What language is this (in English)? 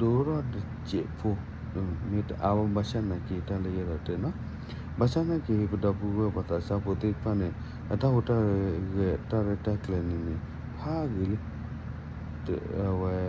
S'gaw Karen